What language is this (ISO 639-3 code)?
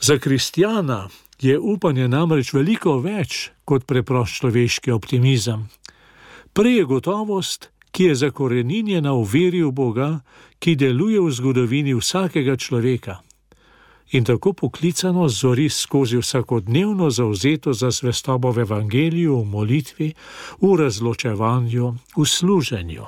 slv